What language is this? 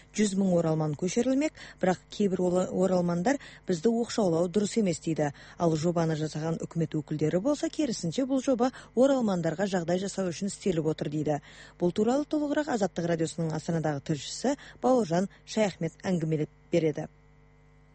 Kazakh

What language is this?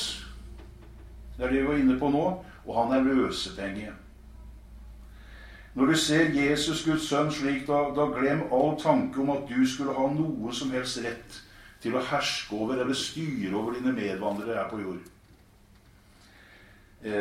Norwegian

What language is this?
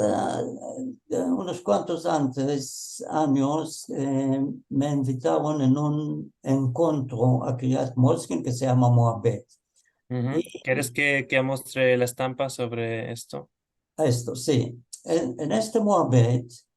Ladino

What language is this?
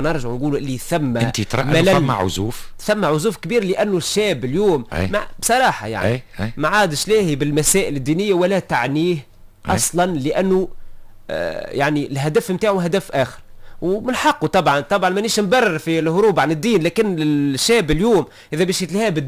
Tunisian Arabic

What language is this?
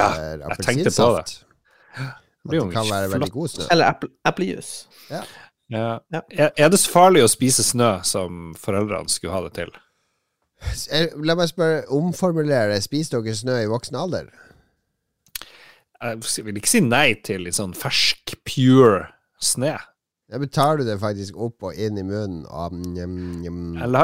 Norwegian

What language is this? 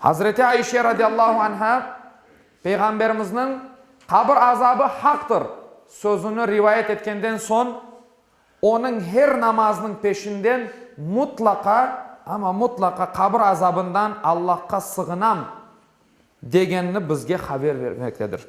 Crimean Tatar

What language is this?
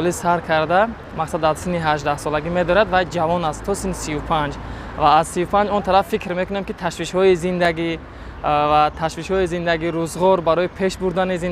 Tajik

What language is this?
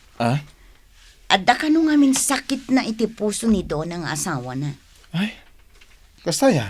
Iloko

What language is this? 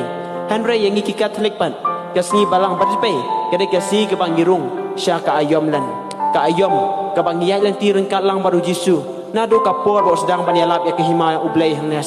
Khasi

